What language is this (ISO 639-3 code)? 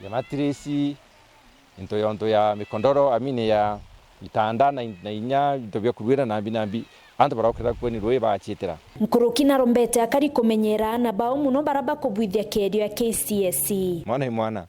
mer